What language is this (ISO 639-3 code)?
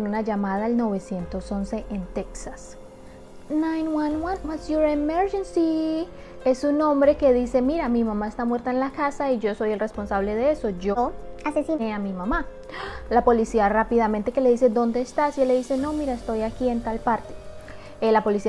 spa